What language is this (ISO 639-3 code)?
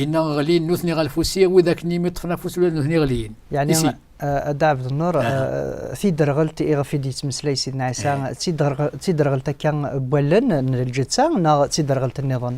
kab